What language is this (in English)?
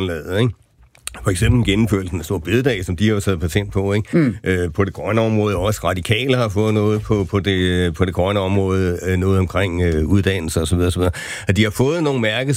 Danish